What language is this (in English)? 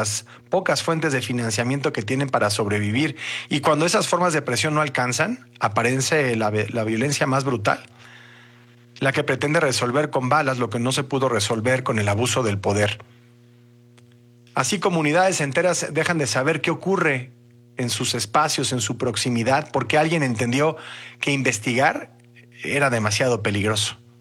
Spanish